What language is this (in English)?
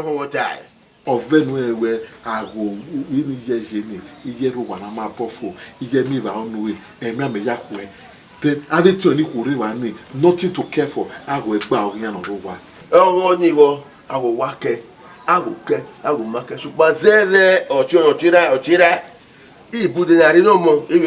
Bini